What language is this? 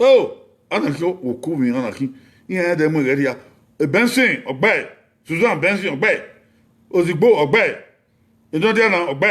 Bini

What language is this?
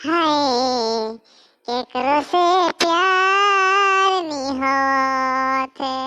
Sadri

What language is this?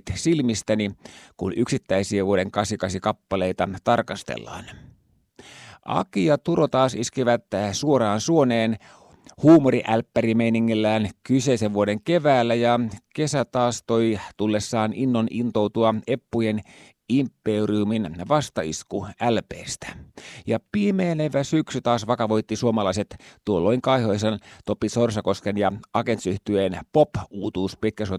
Finnish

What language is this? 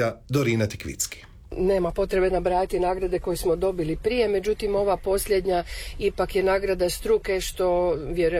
Croatian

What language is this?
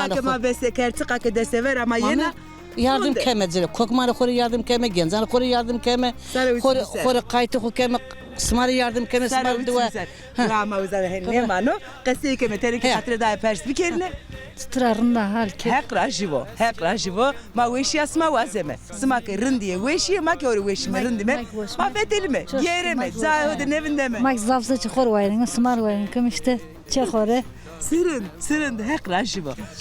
Zaza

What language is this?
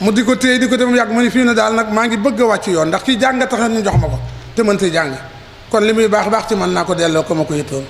Wolof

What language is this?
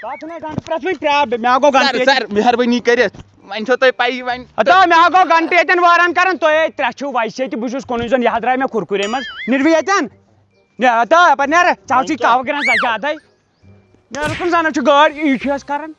Kashmiri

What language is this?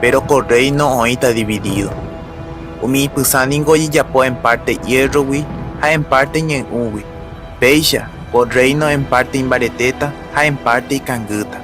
Guarani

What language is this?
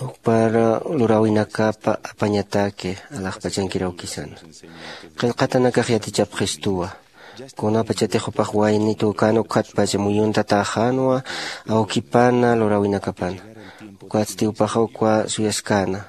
Aymara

